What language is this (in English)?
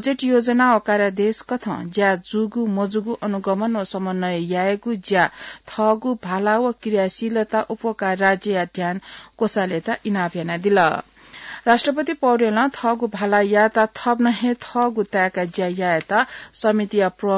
Newari